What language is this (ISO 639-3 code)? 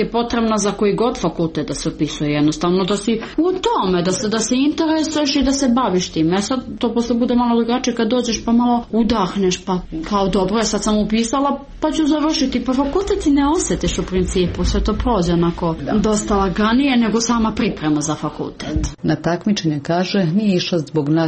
srp